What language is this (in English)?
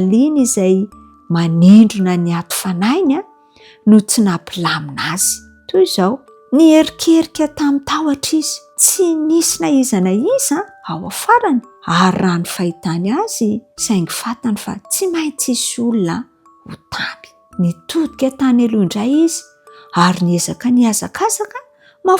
Malagasy